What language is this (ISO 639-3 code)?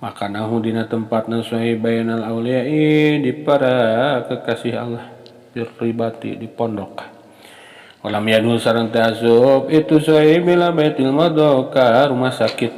sun